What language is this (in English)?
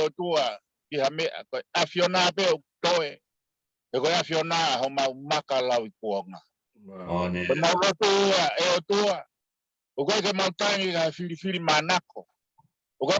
Tongan